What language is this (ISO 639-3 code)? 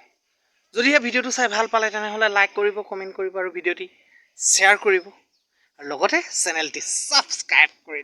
asm